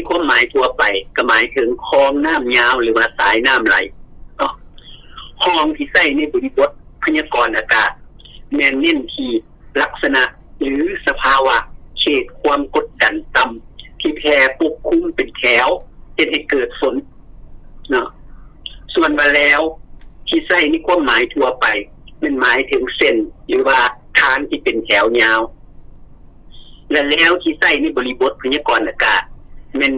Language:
Lao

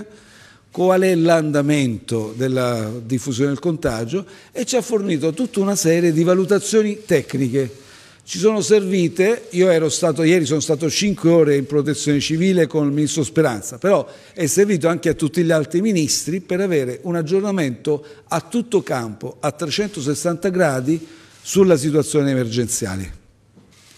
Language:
Italian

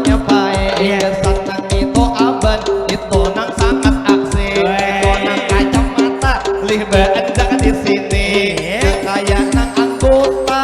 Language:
Banjar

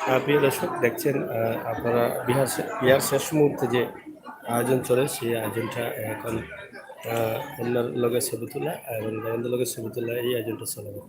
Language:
Sylheti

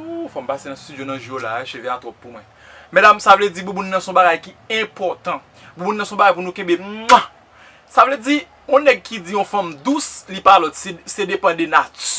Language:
Haitian Creole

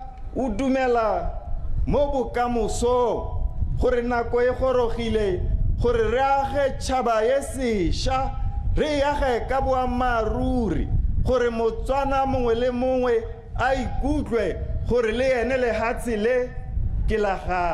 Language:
Tswana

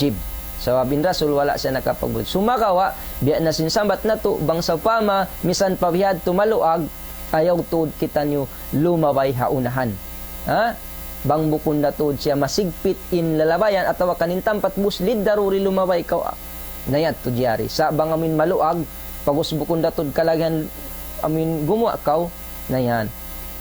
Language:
Tausug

